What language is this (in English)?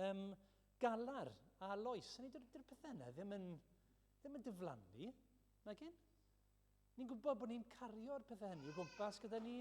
Welsh